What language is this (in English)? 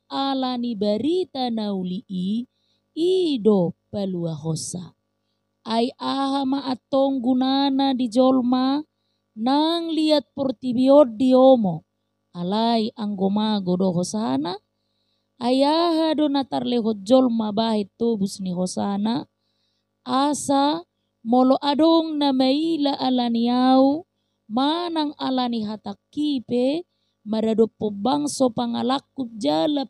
Batak Toba